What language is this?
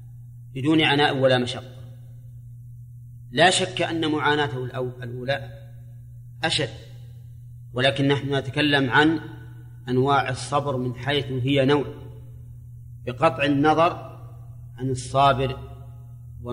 Arabic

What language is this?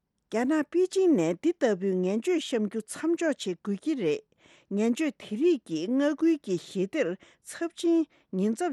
Tibetan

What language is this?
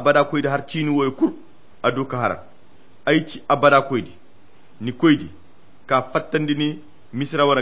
Koyra Chiini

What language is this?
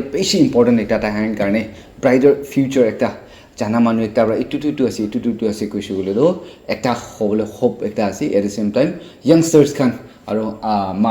Naga Pidgin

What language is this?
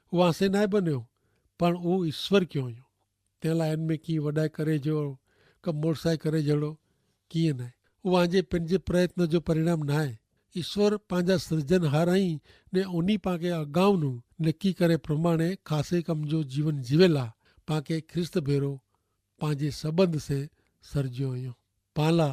Kachhi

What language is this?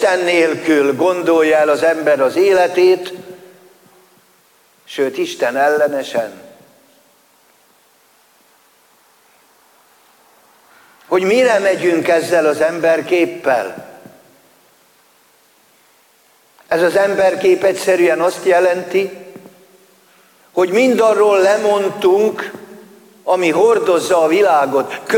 Hungarian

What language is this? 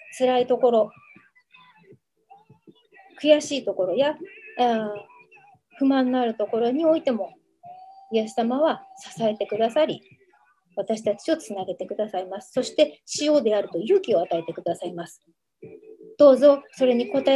Japanese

